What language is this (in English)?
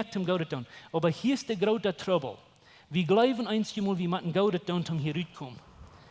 Plautdietsch